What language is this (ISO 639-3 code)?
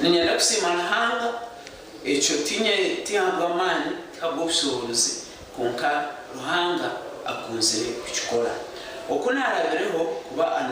nyn